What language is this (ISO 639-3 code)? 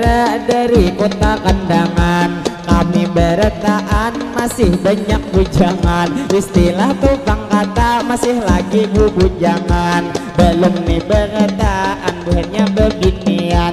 bjn